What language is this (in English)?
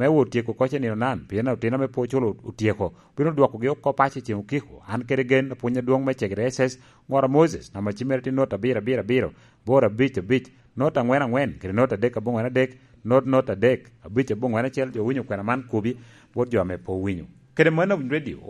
Lango (Uganda)